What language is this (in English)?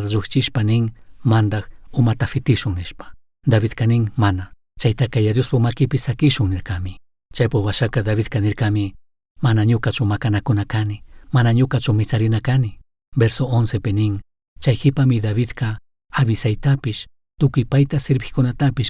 Chimborazo Highland Quichua